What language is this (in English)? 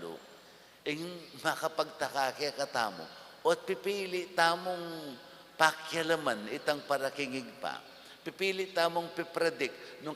Pampanga